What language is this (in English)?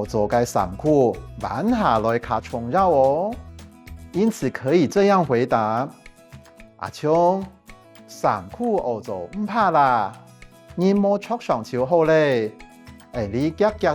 Hakka Chinese